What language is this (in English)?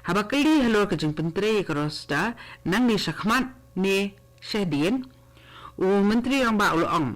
Khasi